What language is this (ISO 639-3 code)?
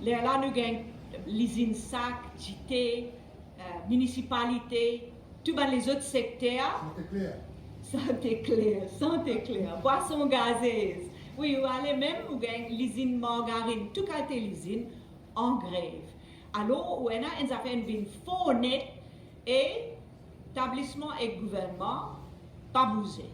mfe